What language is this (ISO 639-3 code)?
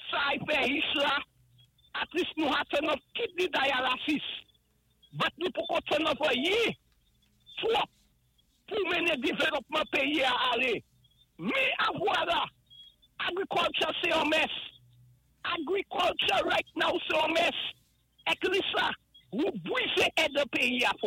acf